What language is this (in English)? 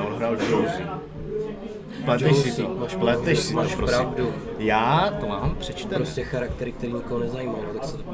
Czech